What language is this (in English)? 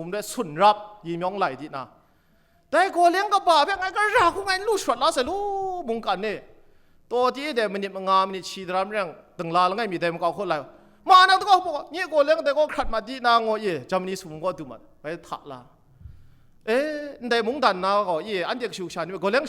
Kachin